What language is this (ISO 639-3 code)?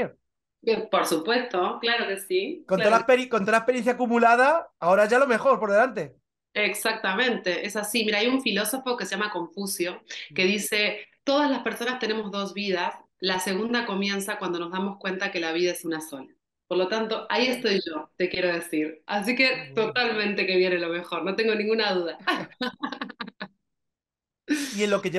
spa